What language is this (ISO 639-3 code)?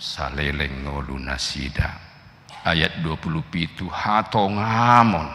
bbc